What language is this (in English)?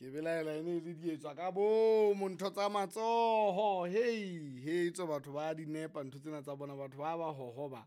Southern Sotho